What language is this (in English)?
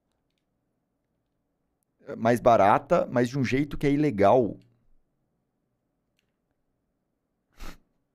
Portuguese